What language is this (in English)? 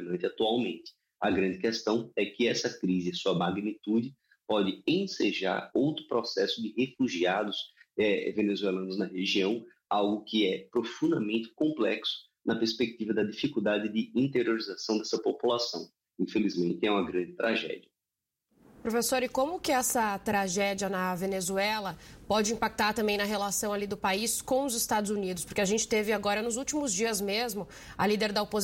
Portuguese